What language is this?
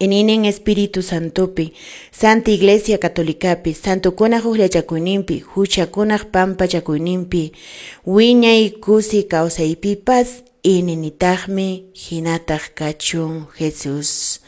Quechua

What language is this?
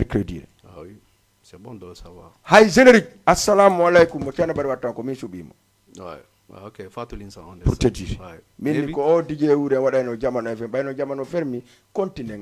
Fula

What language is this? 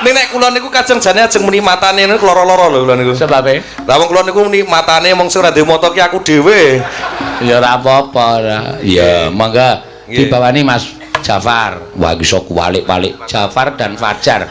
Javanese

